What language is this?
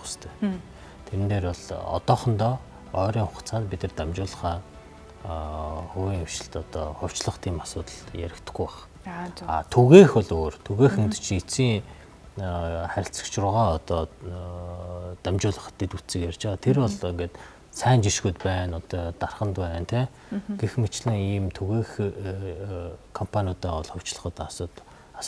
Mongolian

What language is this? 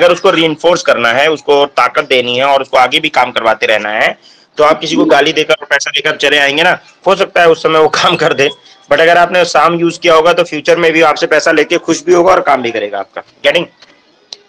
Hindi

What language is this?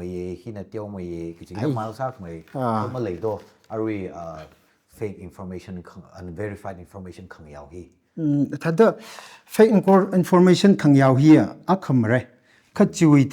Tangkhul Naga (India)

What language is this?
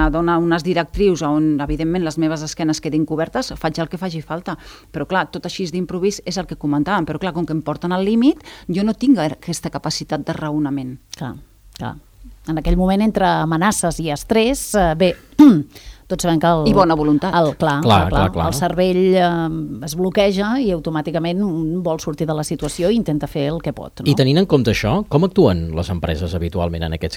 Catalan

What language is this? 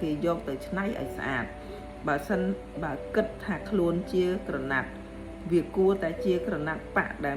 Khmer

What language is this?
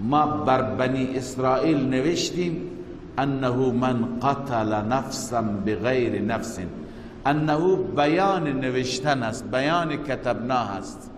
Persian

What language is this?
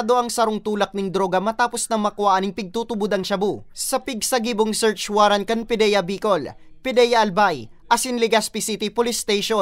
Bikol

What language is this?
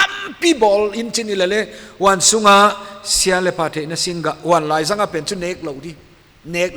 Paite Chin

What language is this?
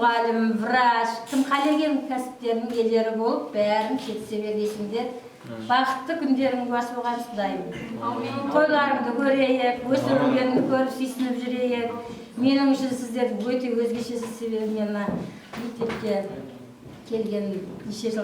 Kara-Kalpak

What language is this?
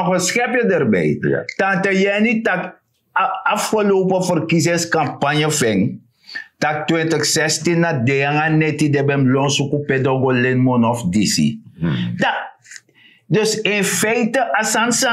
Sranan Tongo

